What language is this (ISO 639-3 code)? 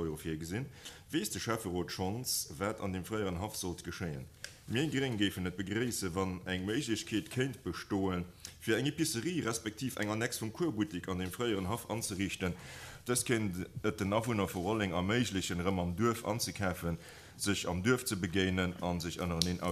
ltz